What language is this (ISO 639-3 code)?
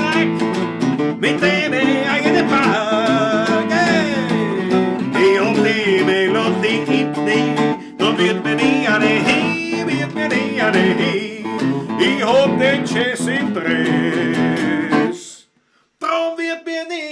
bar